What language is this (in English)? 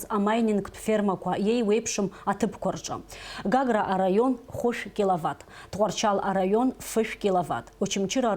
Abkhazian